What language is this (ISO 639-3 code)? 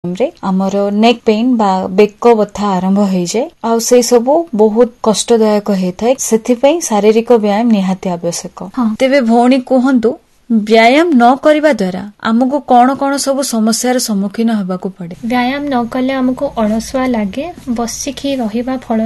ori